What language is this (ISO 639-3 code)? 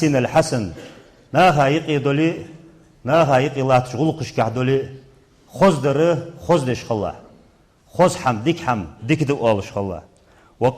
inh